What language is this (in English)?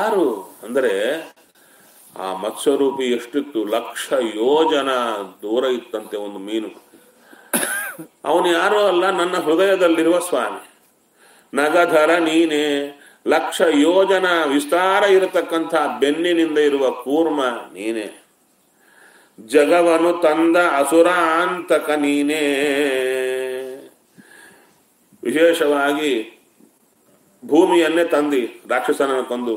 Kannada